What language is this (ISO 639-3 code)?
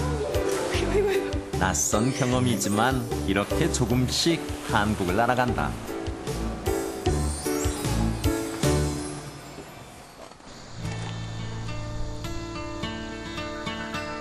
kor